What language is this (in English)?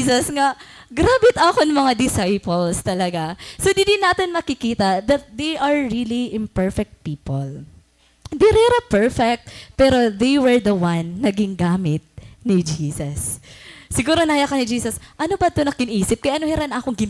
Waray